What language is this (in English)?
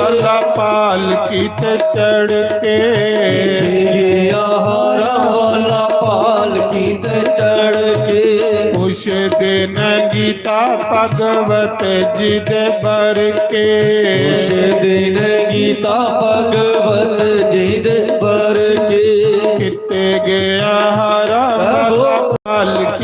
Dogri